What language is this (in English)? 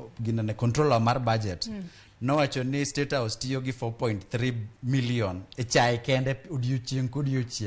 Luo (Kenya and Tanzania)